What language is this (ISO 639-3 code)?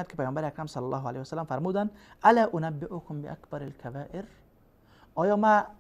fas